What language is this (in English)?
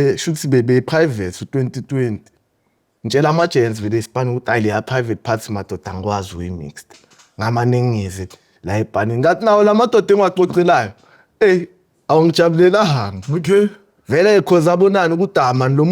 Zulu